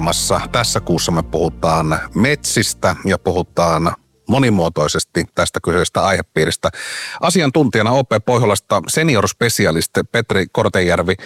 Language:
Finnish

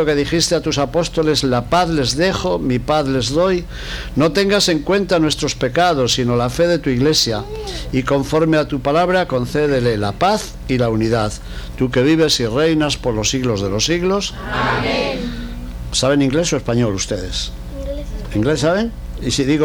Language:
Spanish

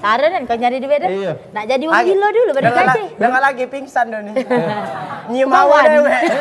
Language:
Musi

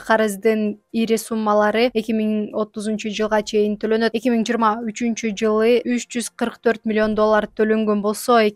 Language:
Kyrgyz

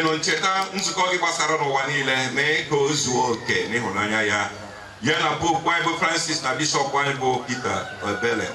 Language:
Igbo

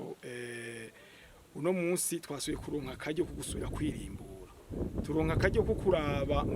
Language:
Rundi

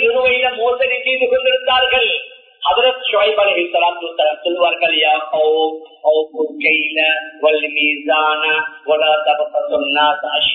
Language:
Tamil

